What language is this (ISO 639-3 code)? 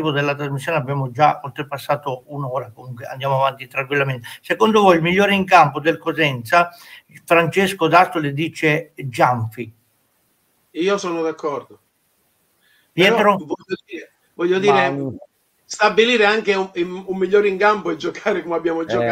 ita